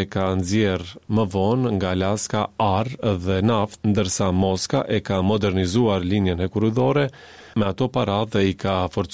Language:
Albanian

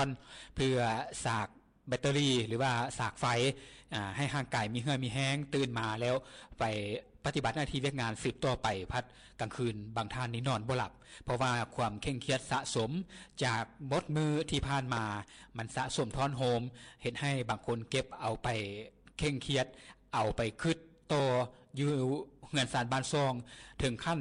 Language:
Lao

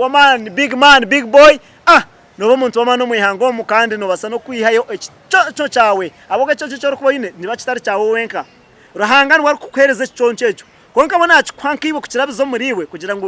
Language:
Nyankole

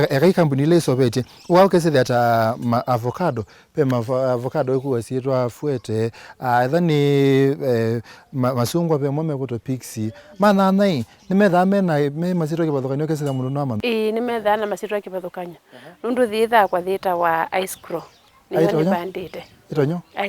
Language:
Kamba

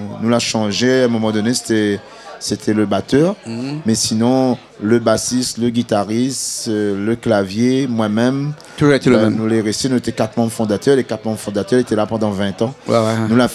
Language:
Réunion Creole French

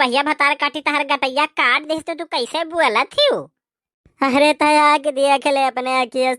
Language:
Awadhi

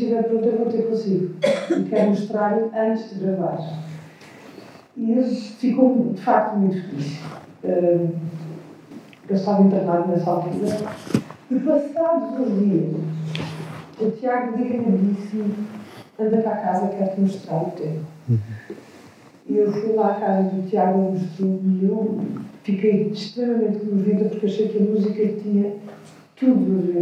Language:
Portuguese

